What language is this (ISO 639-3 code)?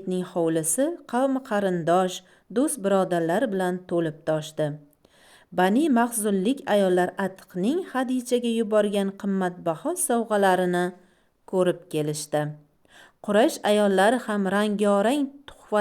uzb